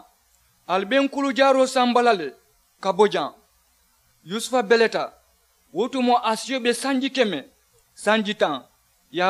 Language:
Mandingo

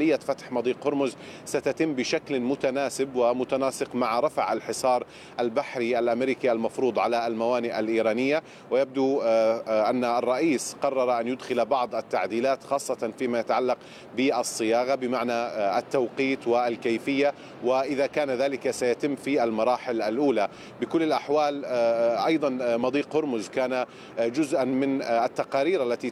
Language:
Arabic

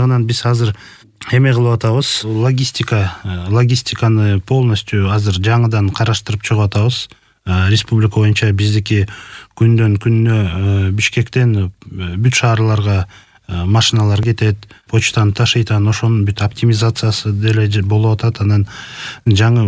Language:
Kyrgyz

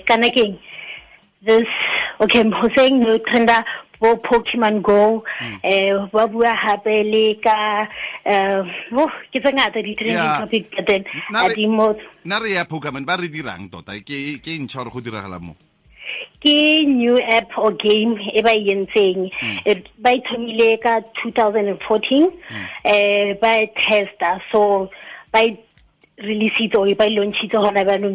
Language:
Tswana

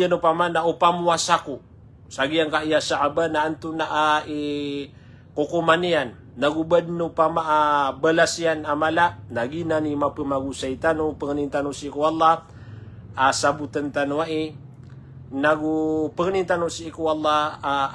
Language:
Maranao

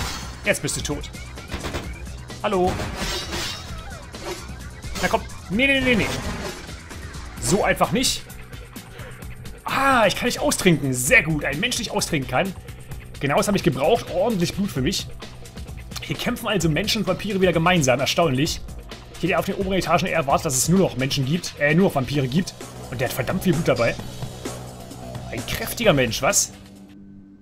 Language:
German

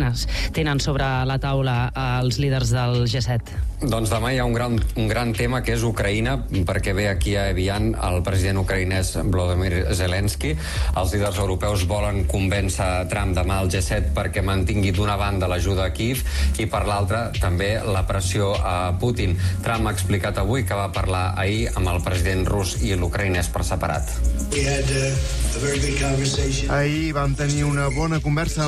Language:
Catalan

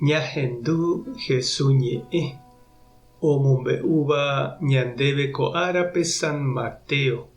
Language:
Guarani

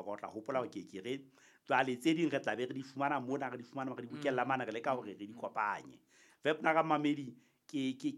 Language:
Southern Sotho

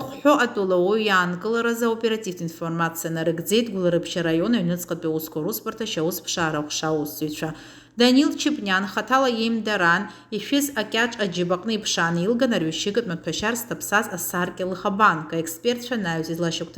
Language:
Abkhazian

